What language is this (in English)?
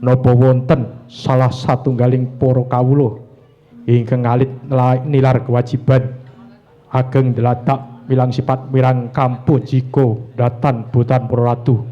Javanese